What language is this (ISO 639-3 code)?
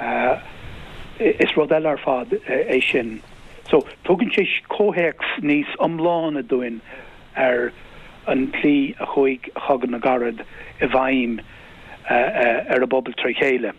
gle